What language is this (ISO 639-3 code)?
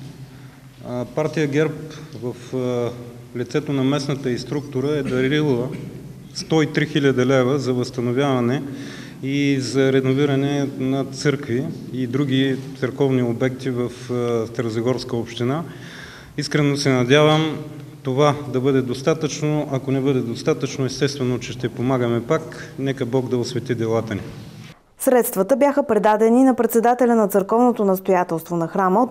bul